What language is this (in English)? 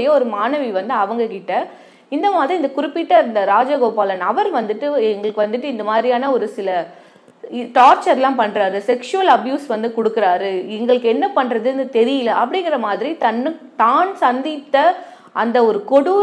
Tamil